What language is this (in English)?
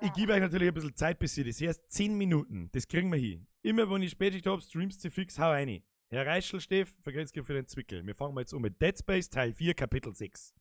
Bavarian